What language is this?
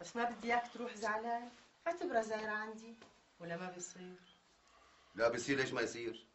North Levantine Arabic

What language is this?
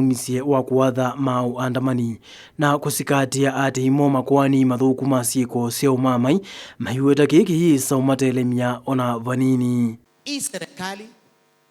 Kamba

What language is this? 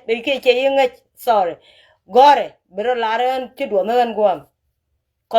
Nuer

